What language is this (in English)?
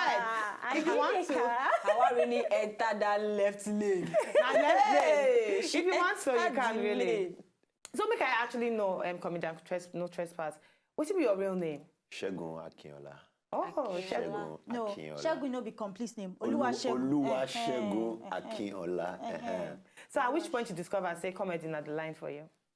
Nigerian Pidgin